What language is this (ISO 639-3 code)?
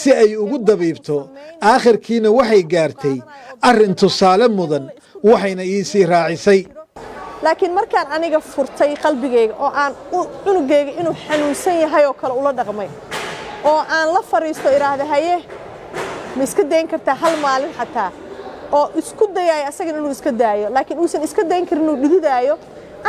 som